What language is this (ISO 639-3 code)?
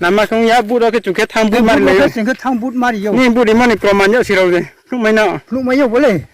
ria